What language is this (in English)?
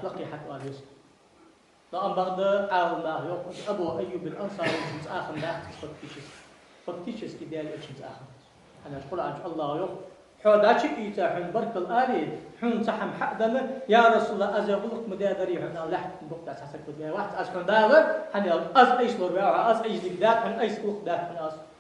Ingush